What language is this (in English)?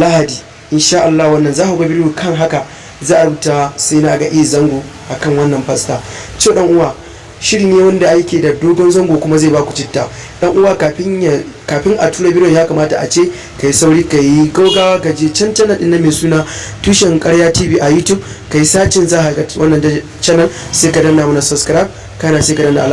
Hausa